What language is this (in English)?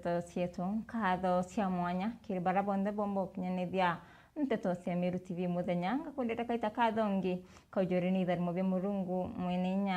Meru